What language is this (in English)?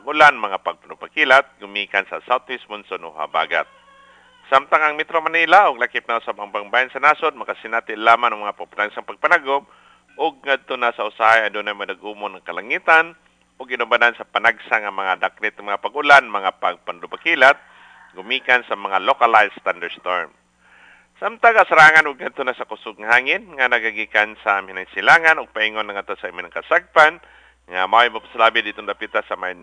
Cebuano